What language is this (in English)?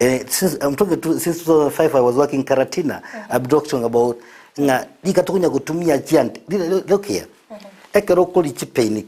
Gusii